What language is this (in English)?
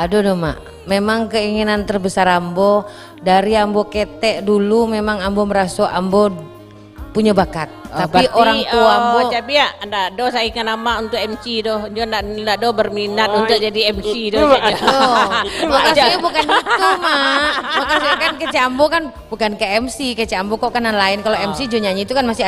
Minangkabau